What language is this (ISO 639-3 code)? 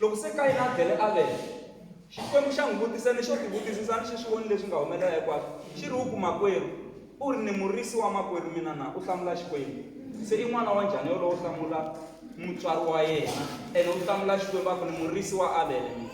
tso